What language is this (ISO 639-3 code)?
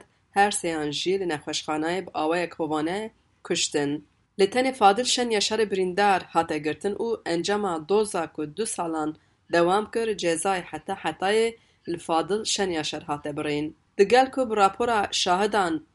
kur